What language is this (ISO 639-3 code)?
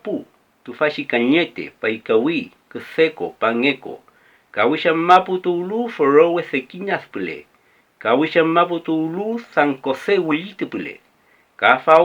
arn